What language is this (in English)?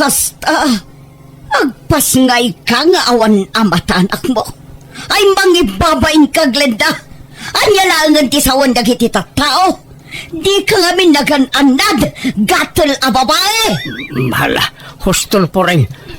Iloko